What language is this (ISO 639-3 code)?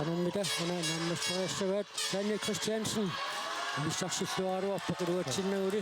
kal